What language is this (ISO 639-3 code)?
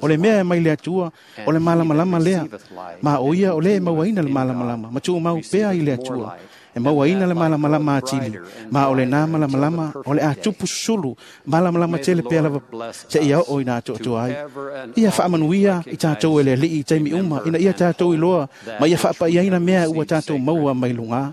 smo